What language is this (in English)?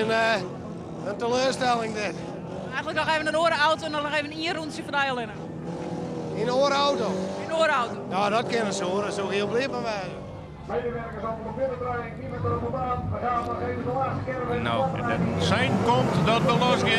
Western Frisian